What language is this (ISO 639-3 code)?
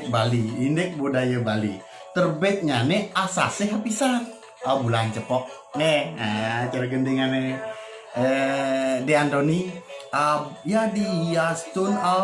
ban